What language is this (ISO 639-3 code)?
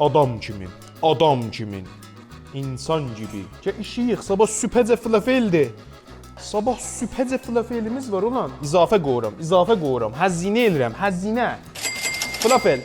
azb